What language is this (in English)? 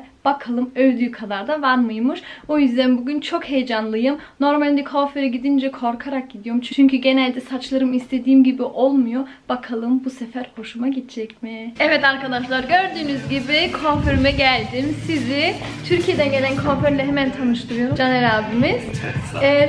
Turkish